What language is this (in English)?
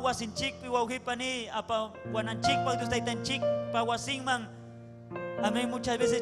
Ayacucho Quechua